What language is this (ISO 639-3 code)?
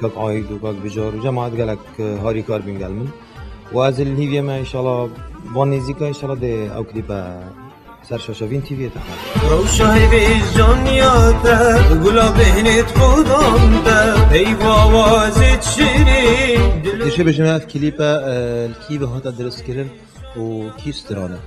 kur